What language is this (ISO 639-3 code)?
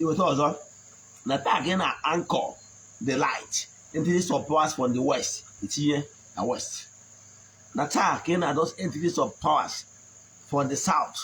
ibo